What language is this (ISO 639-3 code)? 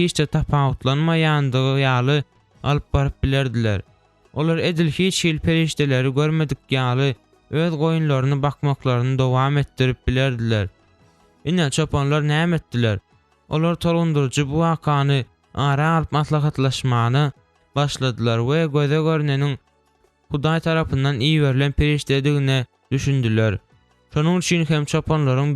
tuk